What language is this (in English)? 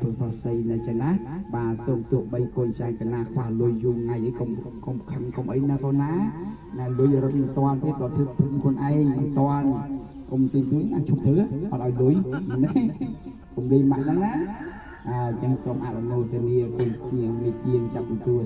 Khmer